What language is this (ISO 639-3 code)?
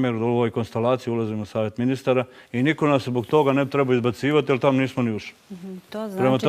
bos